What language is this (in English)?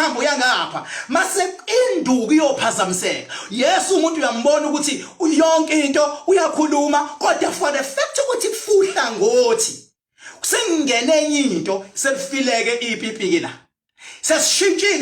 Zulu